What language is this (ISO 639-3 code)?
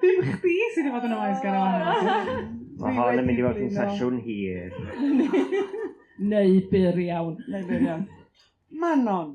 cym